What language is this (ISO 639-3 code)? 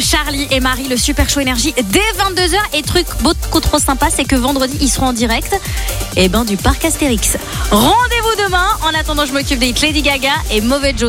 fra